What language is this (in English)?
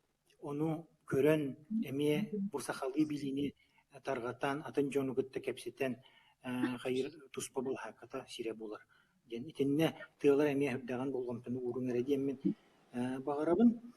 Yakut